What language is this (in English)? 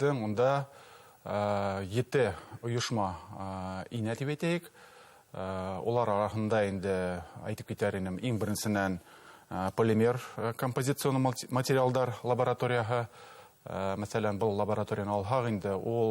Bashkir